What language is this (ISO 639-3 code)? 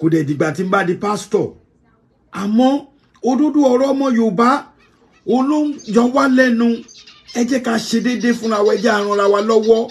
yor